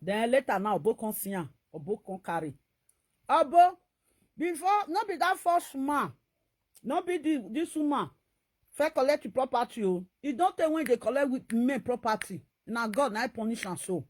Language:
Nigerian Pidgin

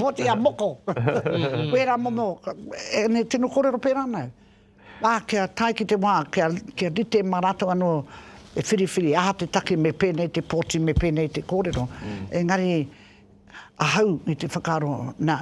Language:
Māori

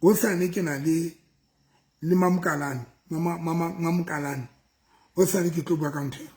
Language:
Southern Sotho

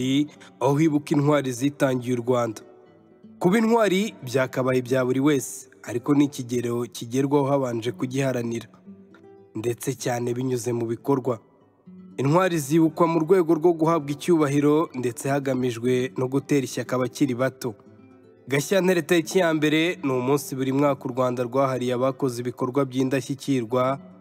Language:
Kinyarwanda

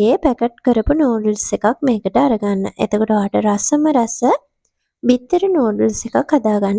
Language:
Sinhala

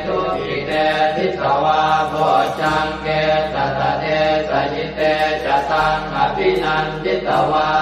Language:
Pali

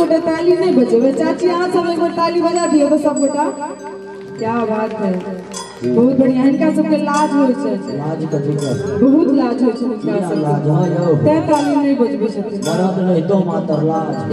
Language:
Maithili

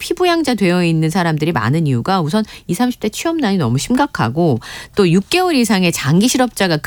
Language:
Korean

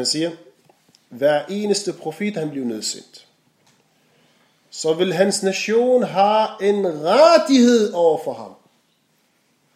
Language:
Danish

